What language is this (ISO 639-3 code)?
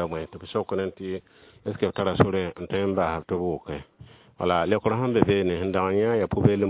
mos